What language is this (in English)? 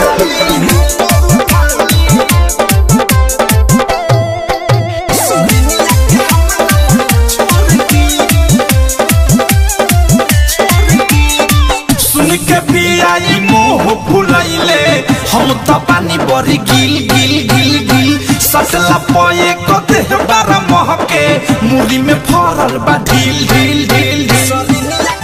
Bhojpuri